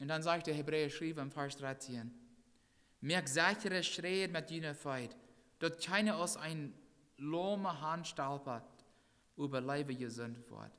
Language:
Plautdietsch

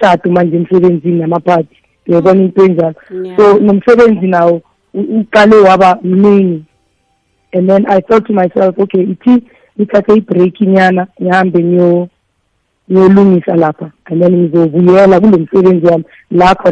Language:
South Ndebele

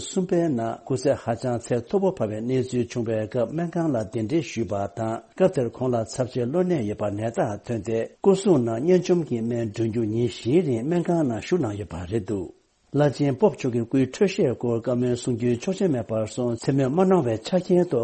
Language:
Tibetan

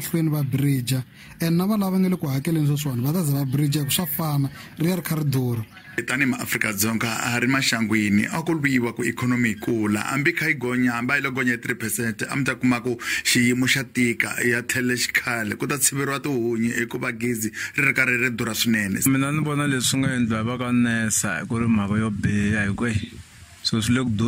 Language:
Tsonga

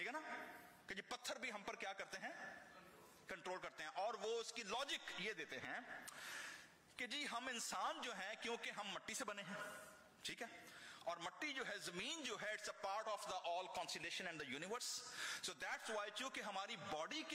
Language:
Urdu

